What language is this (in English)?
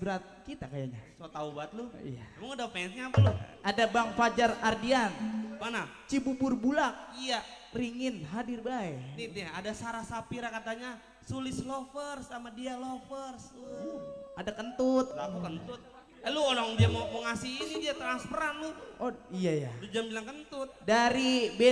Betawi